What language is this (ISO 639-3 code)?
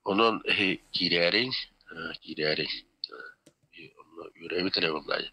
sah